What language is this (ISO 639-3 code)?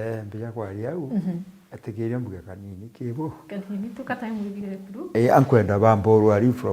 mer